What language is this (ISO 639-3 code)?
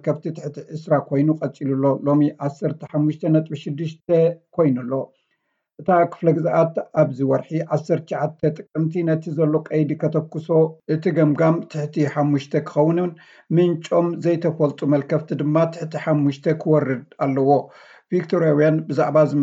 tir